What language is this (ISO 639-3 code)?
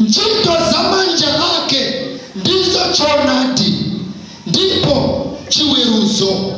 nya